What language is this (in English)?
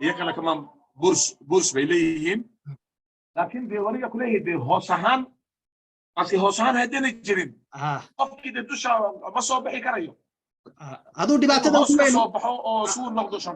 Somali